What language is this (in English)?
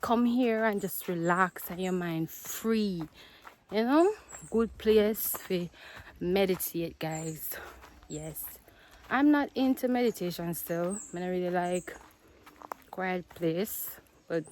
Jamaican Creole English